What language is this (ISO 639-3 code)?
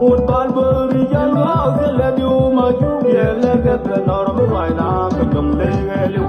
nus